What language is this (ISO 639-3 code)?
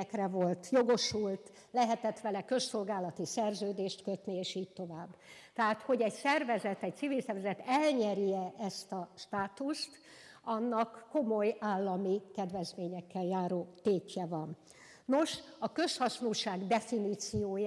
hun